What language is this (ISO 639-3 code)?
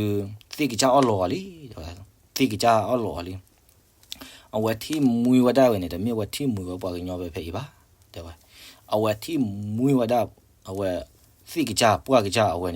ksw